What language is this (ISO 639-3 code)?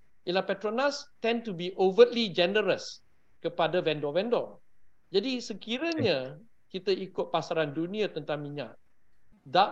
msa